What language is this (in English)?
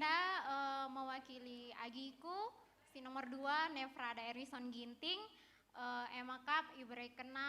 Batak Karo